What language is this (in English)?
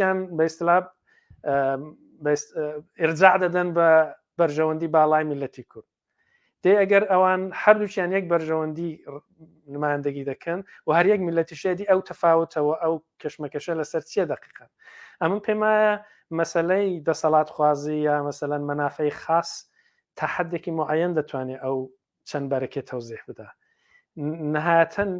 Central Kurdish